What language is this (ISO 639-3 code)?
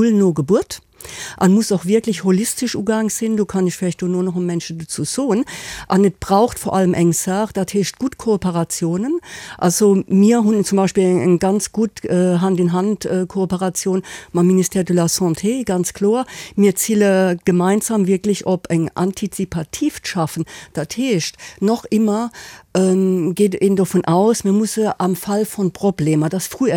ltz